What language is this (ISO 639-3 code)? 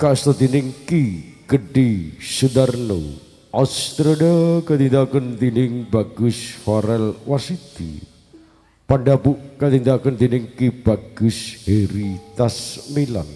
jav